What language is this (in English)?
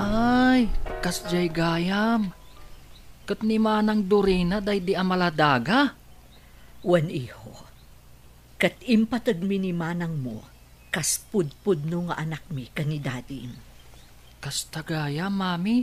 Iloko